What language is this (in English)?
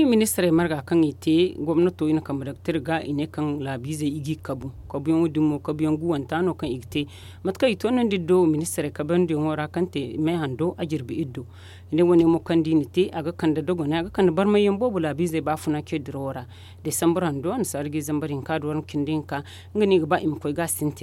Zarma